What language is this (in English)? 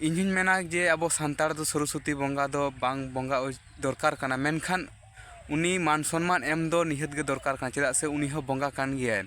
Santali